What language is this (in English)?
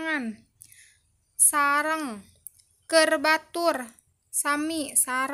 Sundanese